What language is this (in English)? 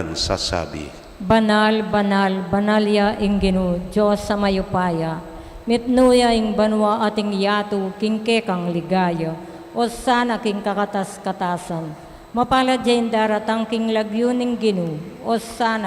Pampanga